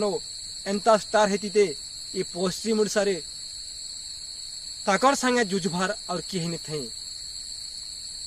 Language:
Sambalpuri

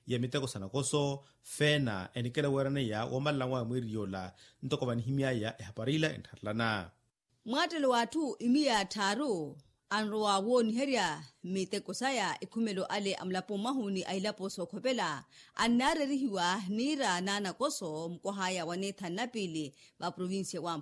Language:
Makhuwa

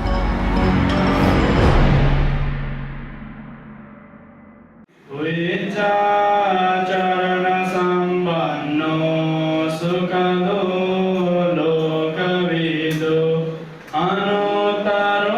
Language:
Newari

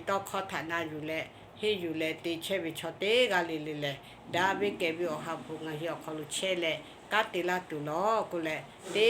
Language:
Lahu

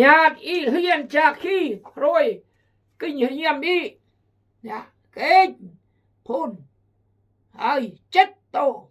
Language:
Khmu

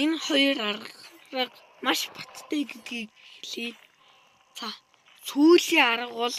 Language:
Mongolian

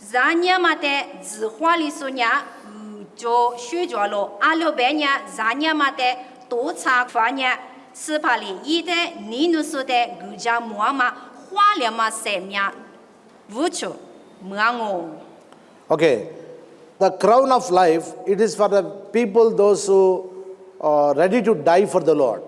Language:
Lisu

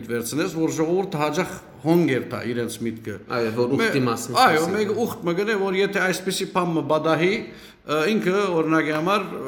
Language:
Western Armenian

